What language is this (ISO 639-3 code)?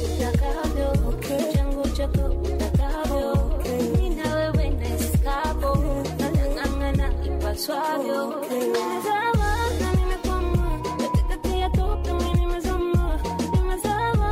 swa